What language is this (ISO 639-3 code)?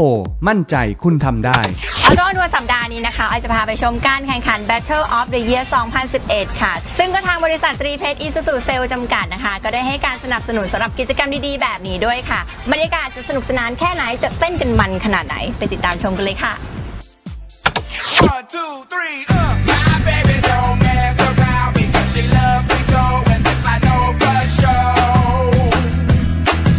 tha